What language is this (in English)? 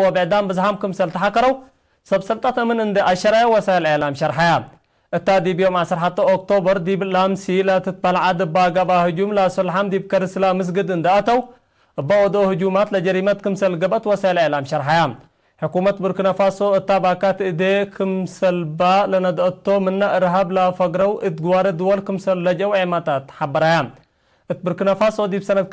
Tigre